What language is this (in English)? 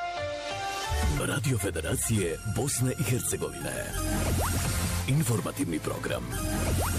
Bosnian